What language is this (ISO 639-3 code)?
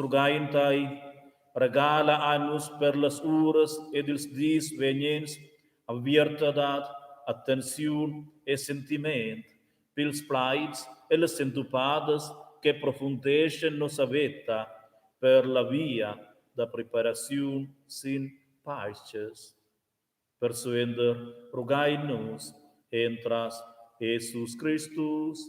roh